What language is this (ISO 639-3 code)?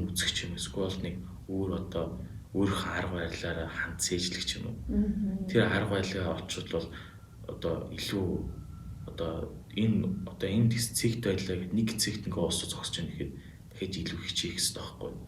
mon